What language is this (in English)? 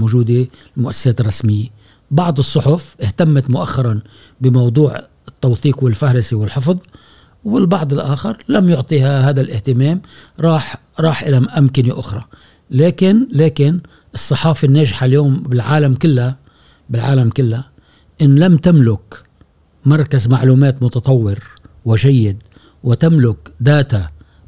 Gulf Arabic